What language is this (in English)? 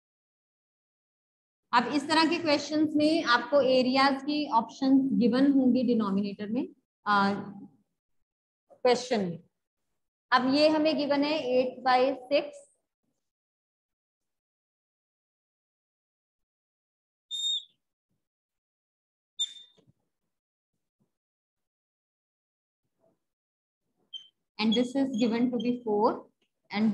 Hindi